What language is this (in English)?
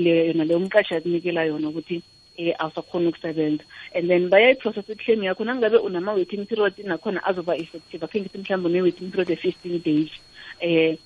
South Ndebele